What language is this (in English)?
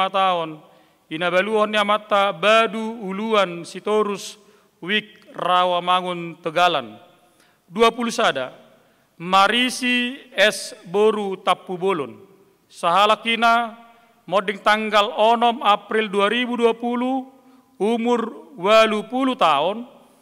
Batak Toba